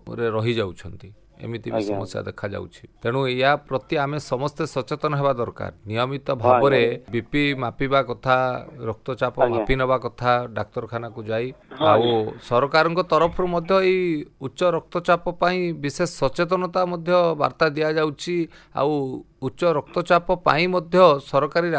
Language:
Odia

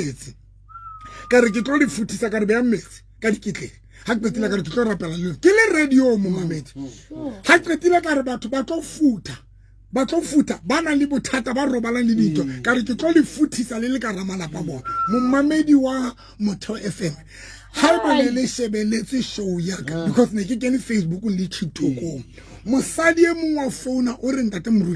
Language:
Southern Sotho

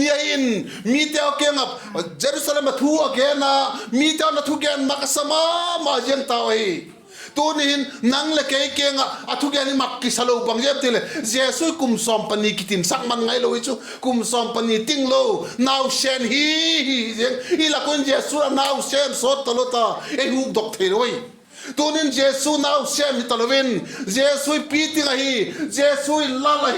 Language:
Vaiphei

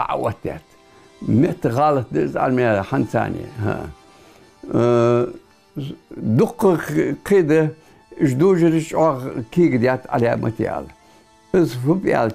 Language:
Ingush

